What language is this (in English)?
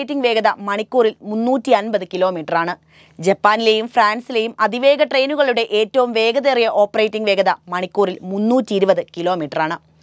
Malayalam